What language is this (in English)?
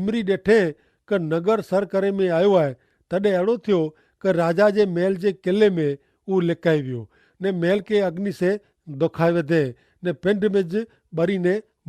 Kachhi